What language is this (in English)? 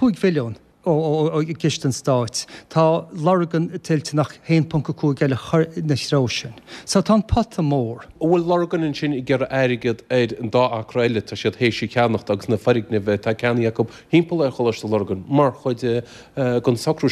Irish